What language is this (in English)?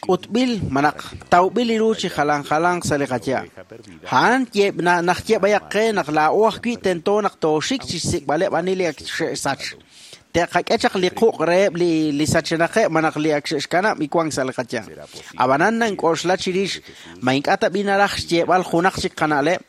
Kekchí